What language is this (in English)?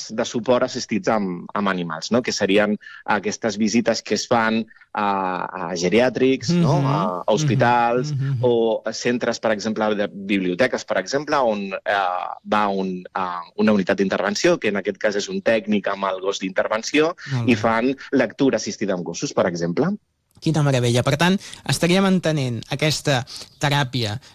Catalan